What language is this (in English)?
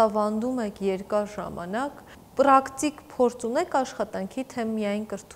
Armenian